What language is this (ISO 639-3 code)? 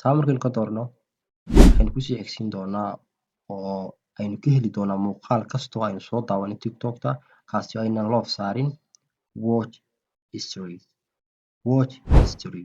som